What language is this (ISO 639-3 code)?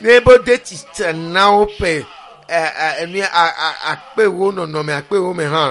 ewe